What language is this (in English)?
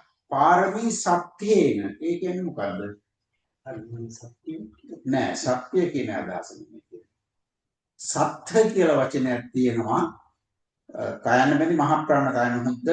Sinhala